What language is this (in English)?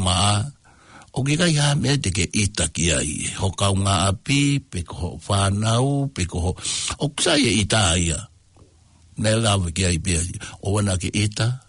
Tongan